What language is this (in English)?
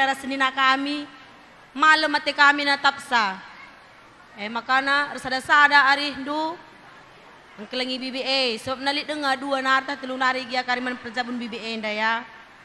Batak Karo